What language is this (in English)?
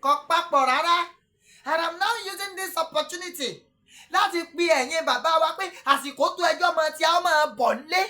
Yoruba